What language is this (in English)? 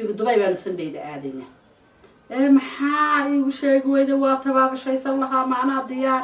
Somali